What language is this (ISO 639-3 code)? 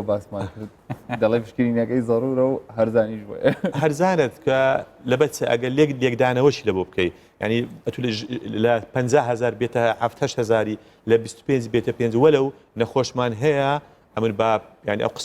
ckb